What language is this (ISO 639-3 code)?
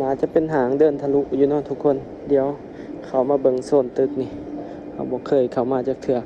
lao